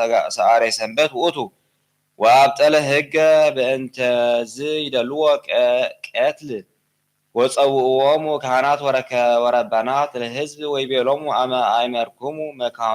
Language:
Geez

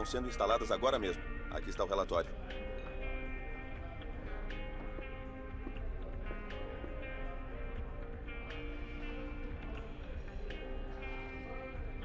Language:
Portuguese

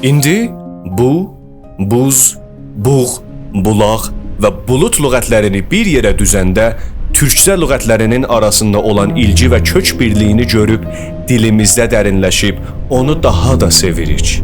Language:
South Azerbaijani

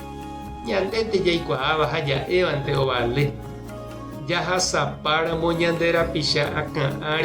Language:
Guarani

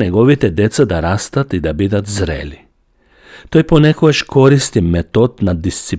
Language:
Macedonian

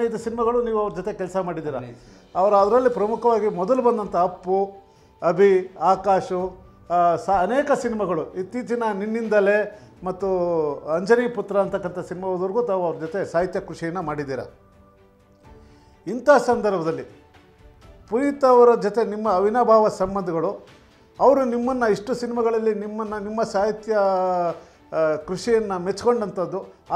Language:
Kannada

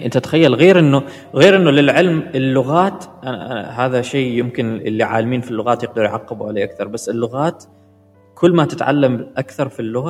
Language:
Gulf Arabic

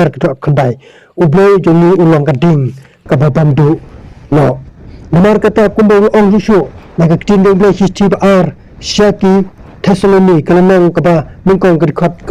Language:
Khasi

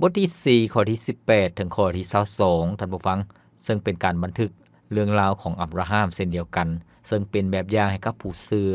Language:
Lao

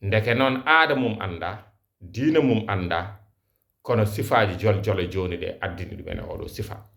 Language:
Fula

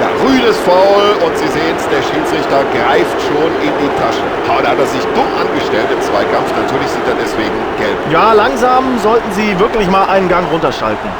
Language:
Bavarian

